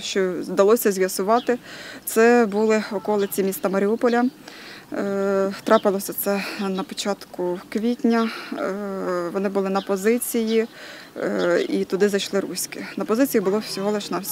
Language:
Ukrainian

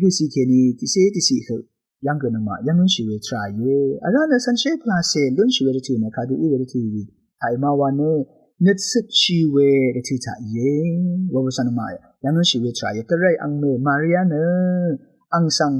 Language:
Rawang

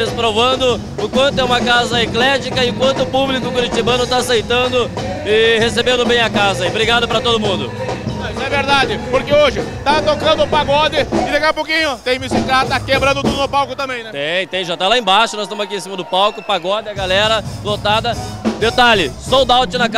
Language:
Portuguese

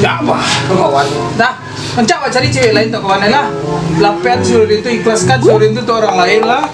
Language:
Minangkabau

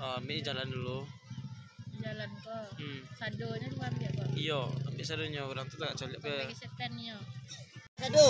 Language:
Minangkabau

